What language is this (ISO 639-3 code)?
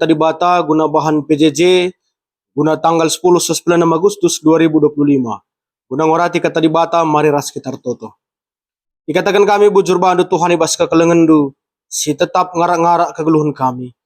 btx